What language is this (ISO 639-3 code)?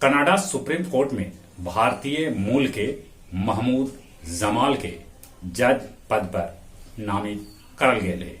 mag